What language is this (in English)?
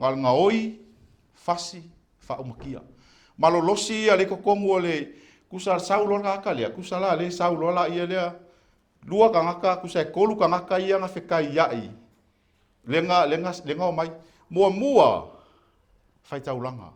Samoan